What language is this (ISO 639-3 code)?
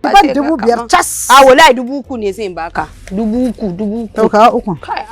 hau